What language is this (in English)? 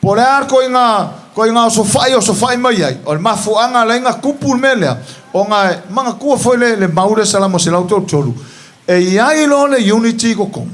Samoan